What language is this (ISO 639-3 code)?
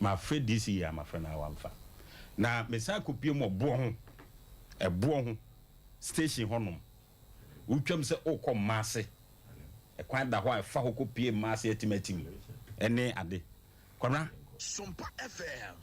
aka